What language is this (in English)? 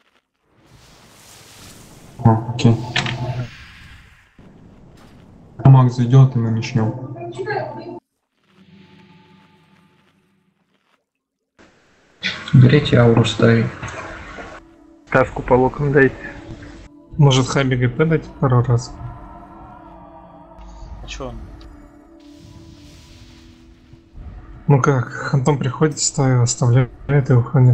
Russian